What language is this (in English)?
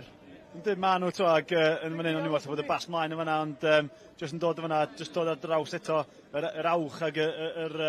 Welsh